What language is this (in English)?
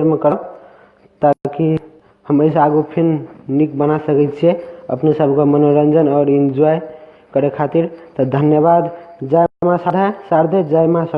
Maithili